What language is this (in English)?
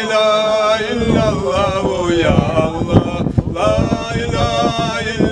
Kumyk